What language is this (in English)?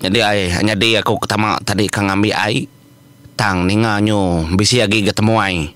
Iban